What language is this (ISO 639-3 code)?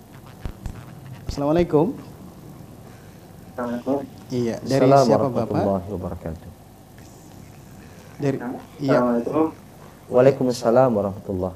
ind